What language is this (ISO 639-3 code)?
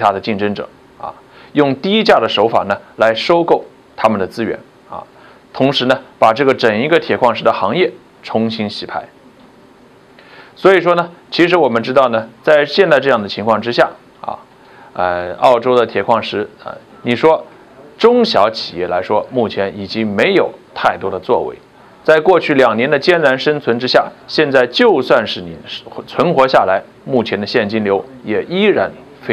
zho